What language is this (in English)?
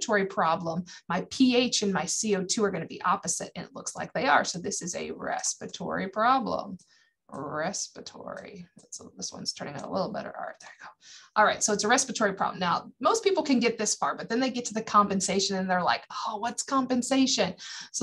English